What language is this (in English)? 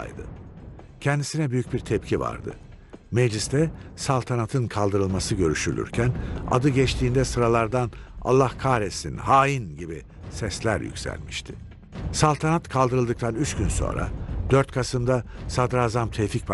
Turkish